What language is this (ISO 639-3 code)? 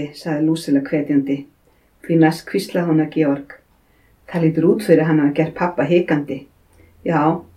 isl